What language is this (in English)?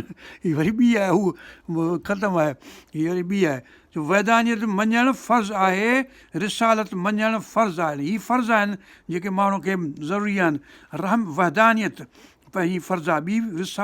Sindhi